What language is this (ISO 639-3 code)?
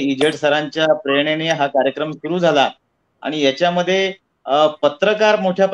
mar